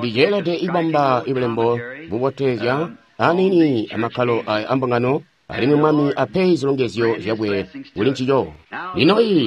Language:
Tonga (Zambia)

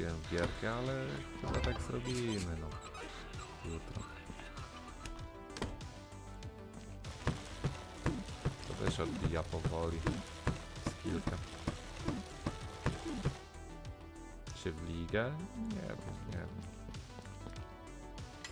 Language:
Polish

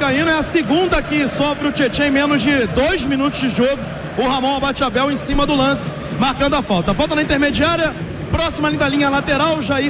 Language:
Portuguese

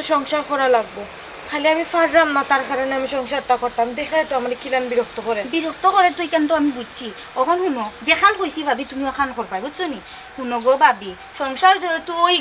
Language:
Sylheti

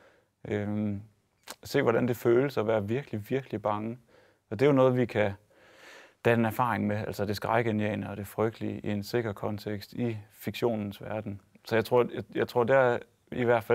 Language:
Danish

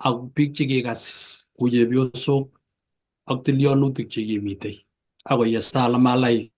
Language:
Kalenjin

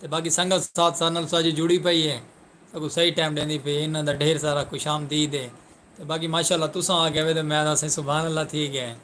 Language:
Saraiki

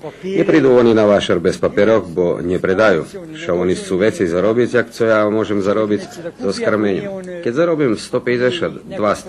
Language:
Rusyn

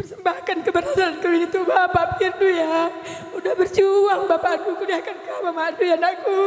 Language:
Batak Karo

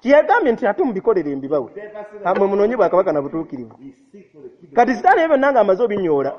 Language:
Ganda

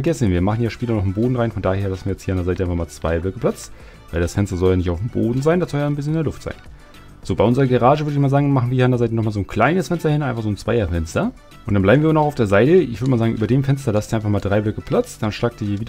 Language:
German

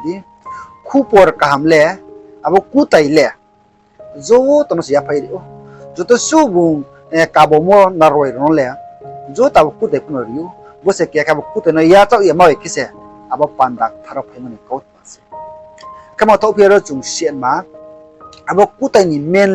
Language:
Riang (India)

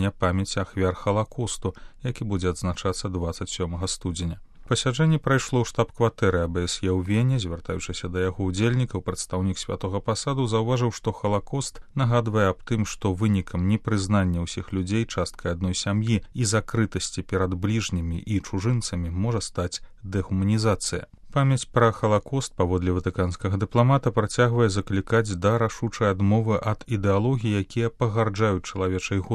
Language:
Belarusian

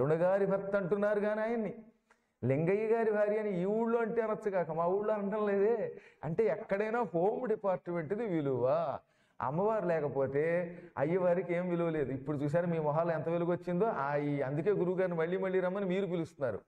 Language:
Telugu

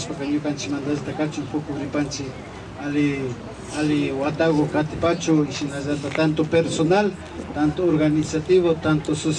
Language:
Imbabura Highland Quichua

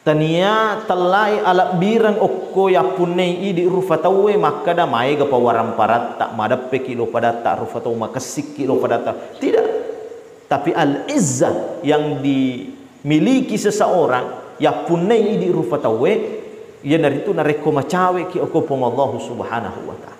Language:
Buginese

